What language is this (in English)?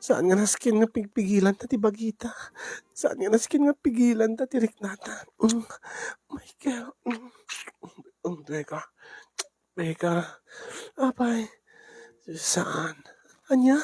Iloko